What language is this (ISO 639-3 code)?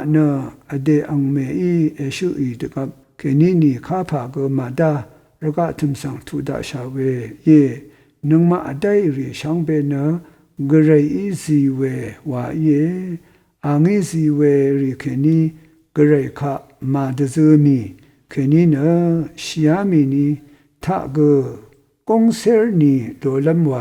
raw